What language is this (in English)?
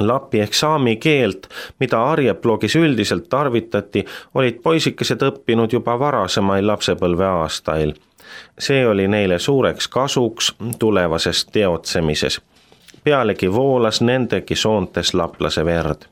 Estonian